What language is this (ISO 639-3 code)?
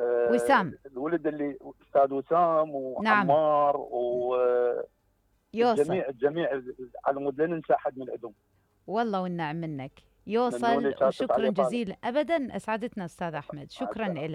acm